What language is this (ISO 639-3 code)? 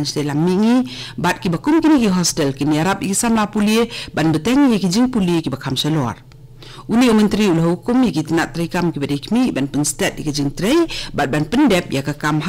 kha